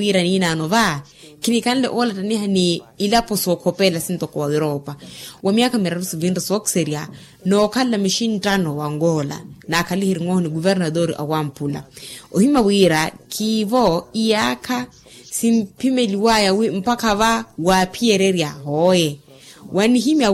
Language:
Makhuwa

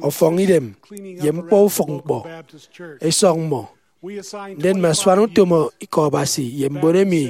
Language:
Efik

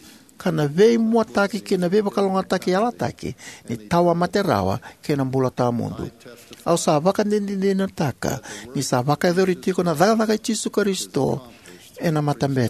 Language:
Fijian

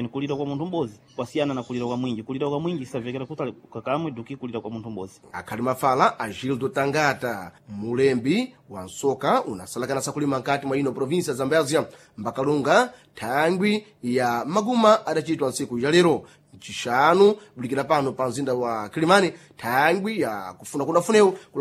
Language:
Sena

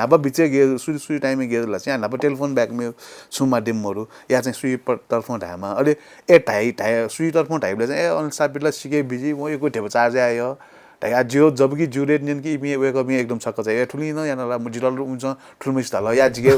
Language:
Newari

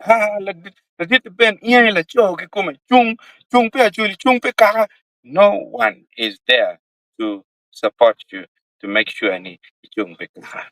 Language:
Acoli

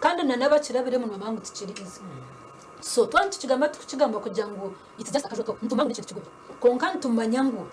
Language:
Nyankole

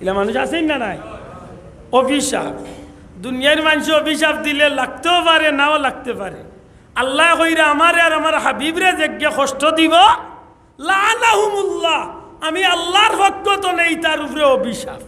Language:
Sylheti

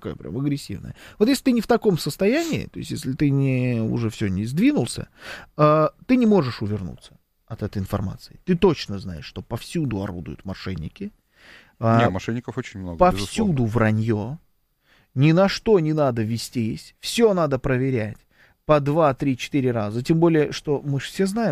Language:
Russian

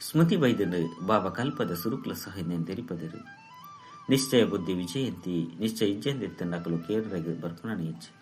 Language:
Tulu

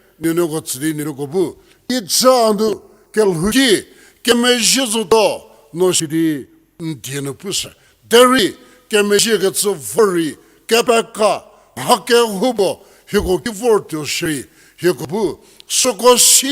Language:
Angami Naga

